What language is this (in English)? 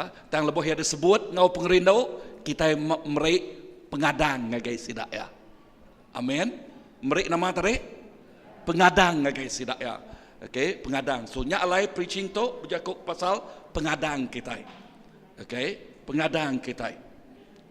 Iban